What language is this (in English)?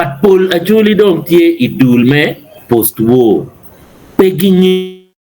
Acoli